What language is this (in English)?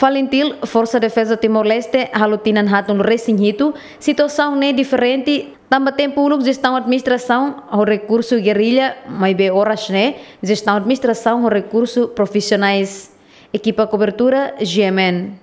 Tetum